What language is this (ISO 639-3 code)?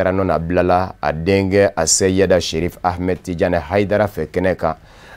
bam